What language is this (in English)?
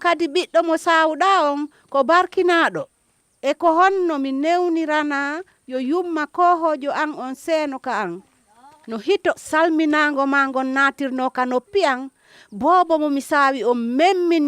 Fula